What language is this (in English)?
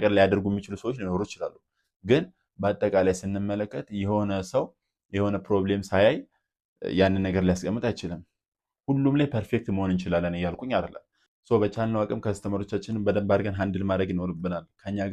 Amharic